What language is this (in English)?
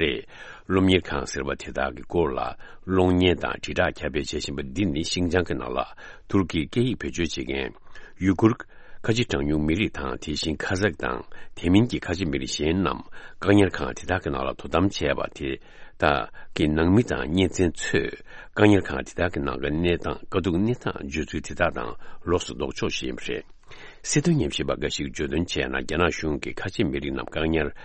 Tibetan